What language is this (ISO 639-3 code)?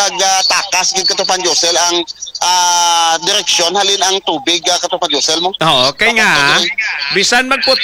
hil